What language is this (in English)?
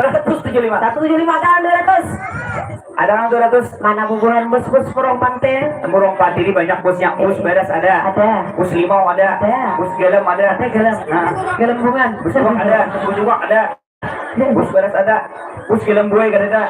Banjar